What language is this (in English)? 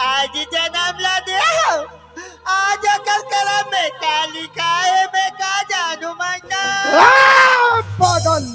Chhattisgarhi